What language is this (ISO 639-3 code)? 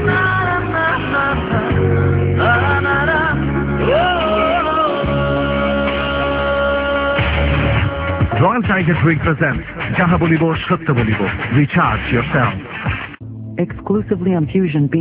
ben